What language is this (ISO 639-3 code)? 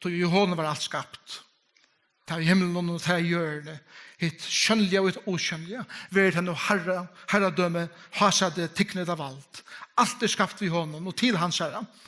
fao